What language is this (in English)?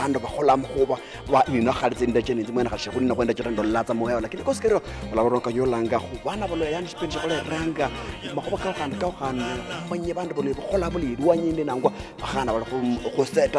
Luyia